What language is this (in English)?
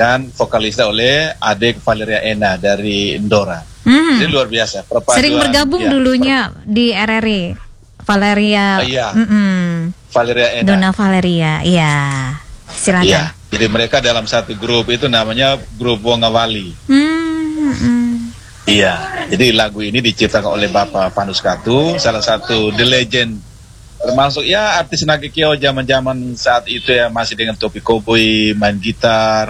Indonesian